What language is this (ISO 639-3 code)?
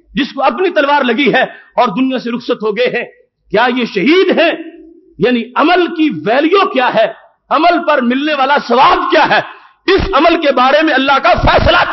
urd